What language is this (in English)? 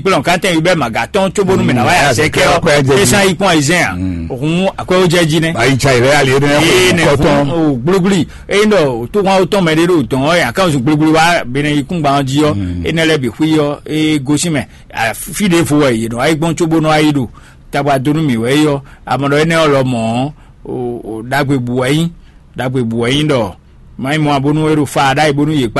Fon